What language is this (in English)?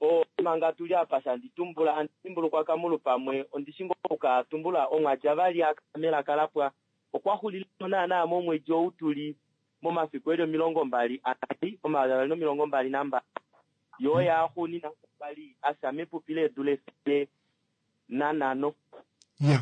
Kuanyama